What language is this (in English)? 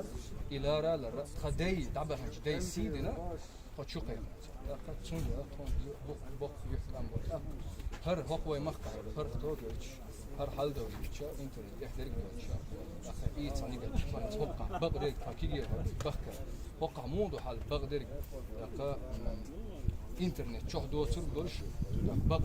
Chechen